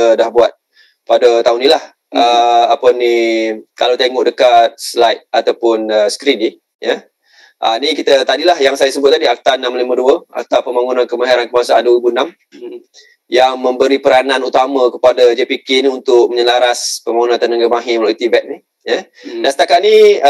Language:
Malay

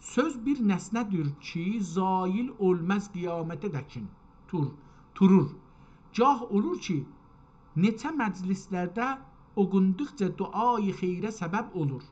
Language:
South Azerbaijani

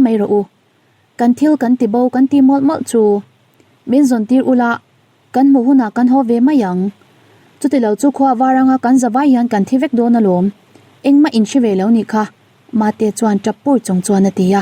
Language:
Mizo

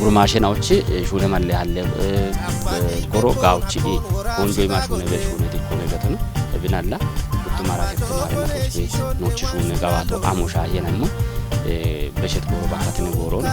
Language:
Kafa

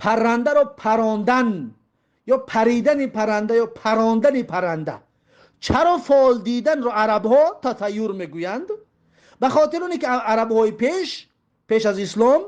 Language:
Tajik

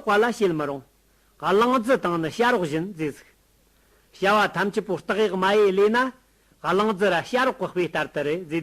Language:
Amdo Tibetan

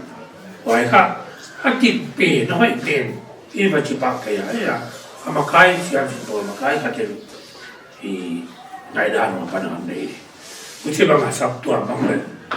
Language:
Paite Chin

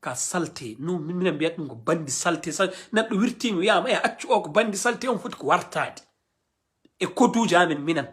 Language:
Fula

